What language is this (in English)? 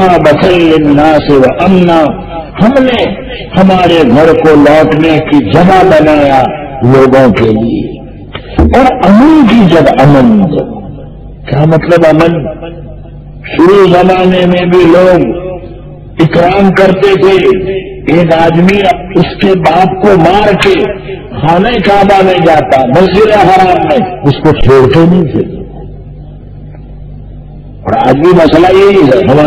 Urdu